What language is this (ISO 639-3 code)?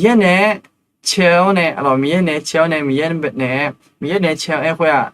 ahk